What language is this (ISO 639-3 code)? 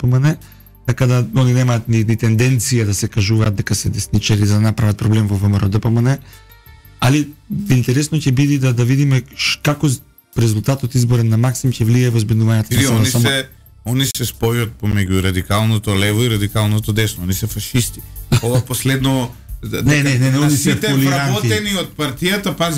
mkd